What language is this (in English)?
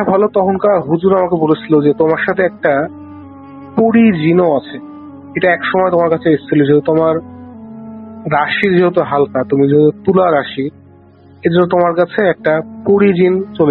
Bangla